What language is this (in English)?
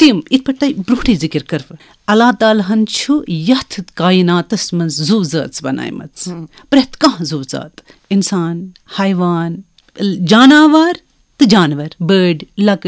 Kashmiri